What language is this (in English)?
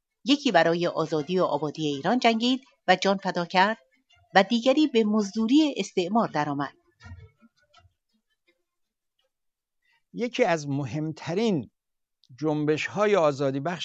Persian